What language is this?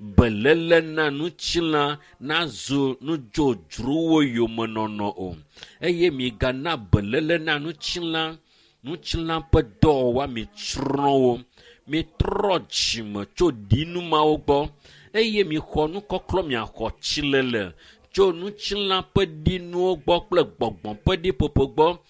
Ewe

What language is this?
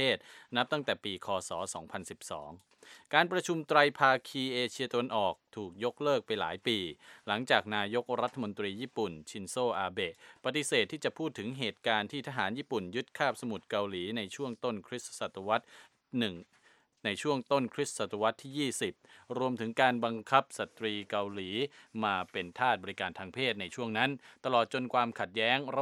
Thai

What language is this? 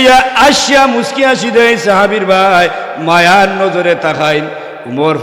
Sylheti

